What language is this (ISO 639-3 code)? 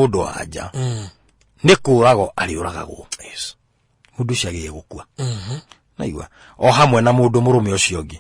kik